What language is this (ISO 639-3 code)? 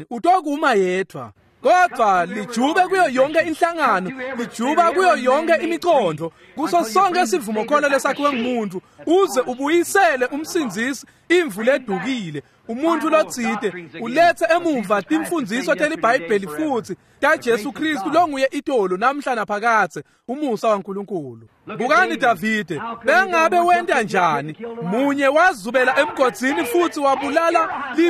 ssw